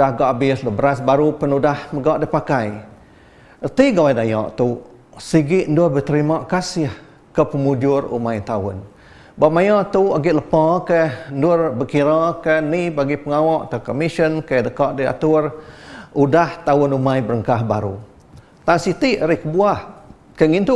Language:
Iban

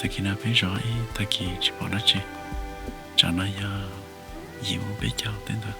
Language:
Hmong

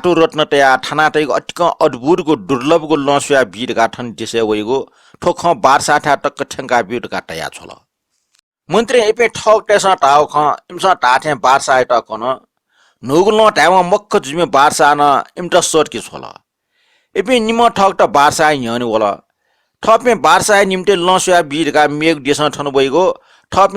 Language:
Newari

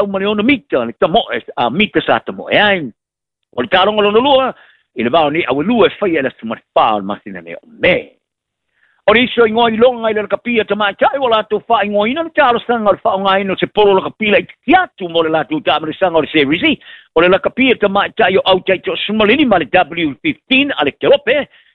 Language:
Samoan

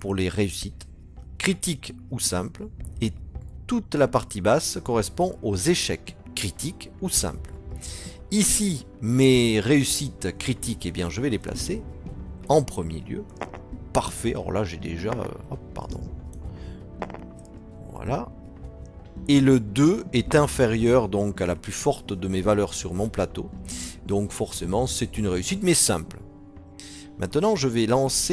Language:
French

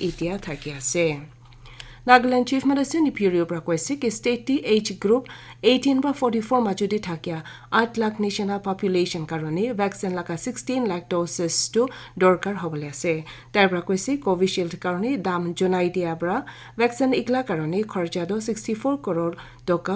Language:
Naga Pidgin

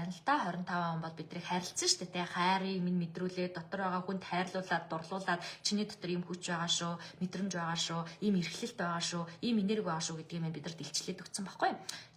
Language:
Mongolian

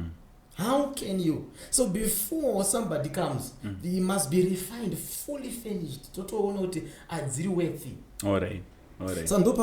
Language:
Shona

